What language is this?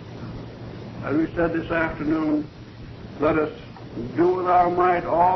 English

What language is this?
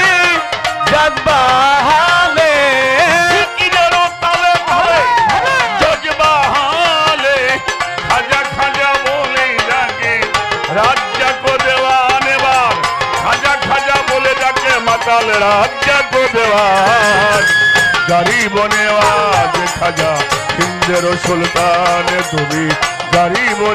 Bangla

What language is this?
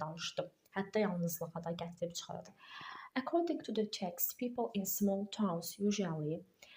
Azerbaijani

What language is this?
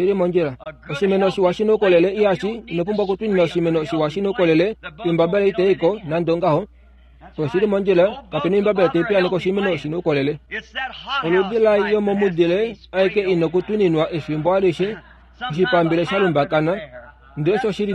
Kuanyama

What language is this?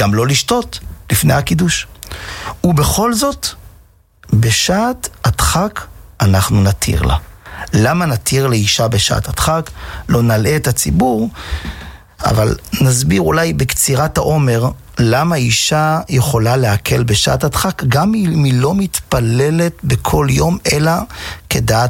Hebrew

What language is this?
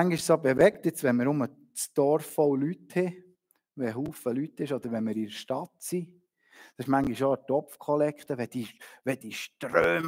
Swiss German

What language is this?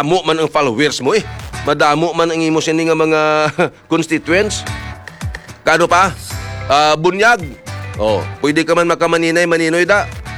Hiligaynon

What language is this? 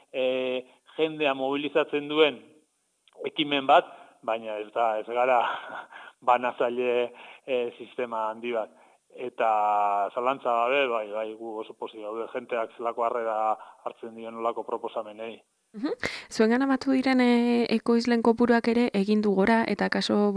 Basque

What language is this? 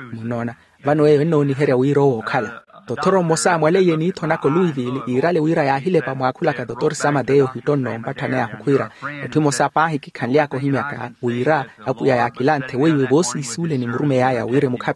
Makhuwa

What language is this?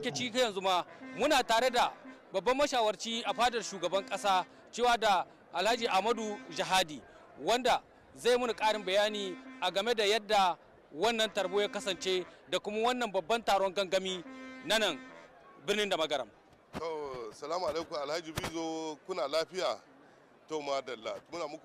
Hausa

